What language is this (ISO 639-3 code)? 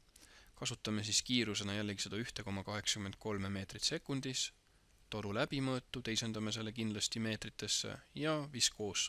est